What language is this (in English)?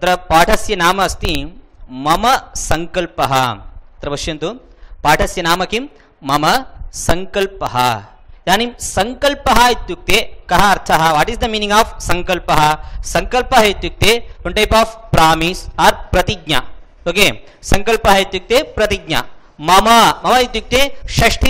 Sanskrit